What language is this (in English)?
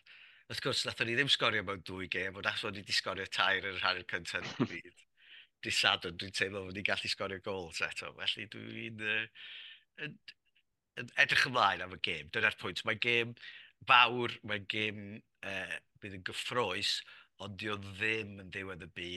Welsh